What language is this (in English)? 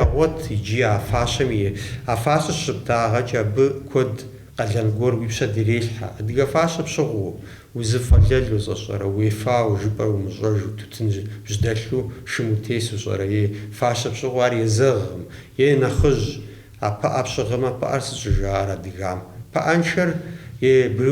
Kabardian